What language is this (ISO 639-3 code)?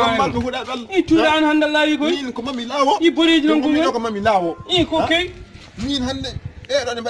ful